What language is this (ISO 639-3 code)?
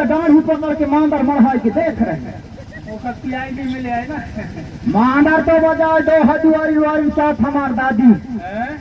hne